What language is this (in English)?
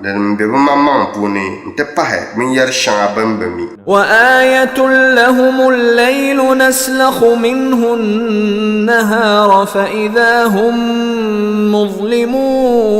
Dagbani